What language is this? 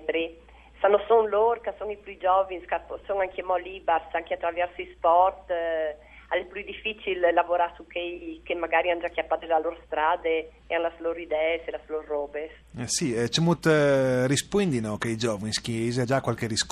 Friulian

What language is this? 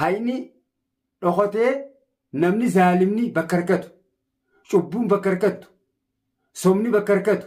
Oromo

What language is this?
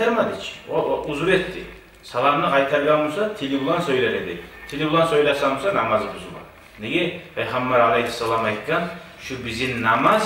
Kumyk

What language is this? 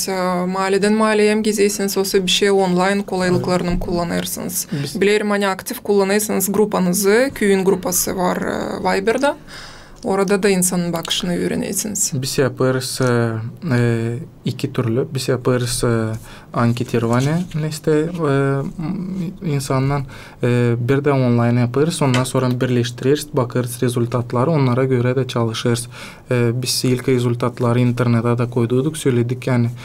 Gagauz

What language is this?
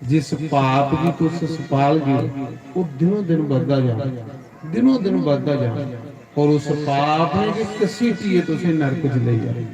Dogri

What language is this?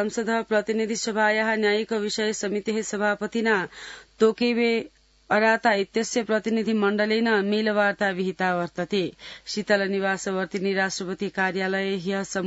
Sanskrit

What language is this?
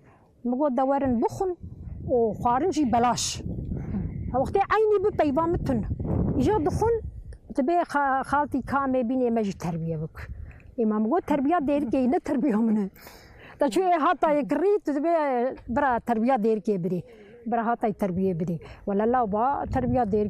Kurdish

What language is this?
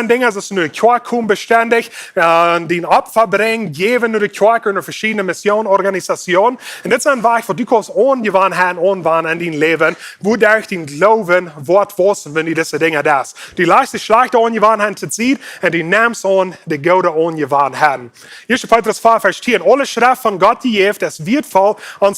Plautdietsch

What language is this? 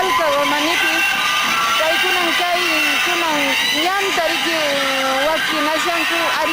Quechua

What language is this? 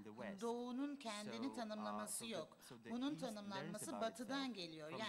Turkish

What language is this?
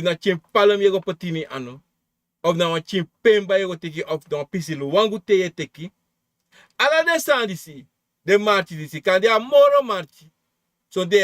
Sranan Tongo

